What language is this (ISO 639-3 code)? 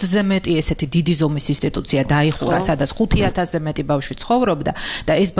kat